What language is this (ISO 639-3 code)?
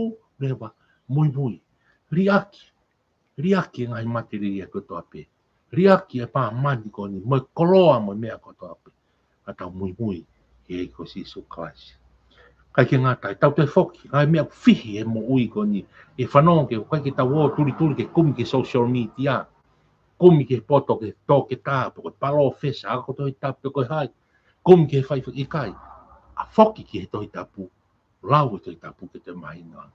ton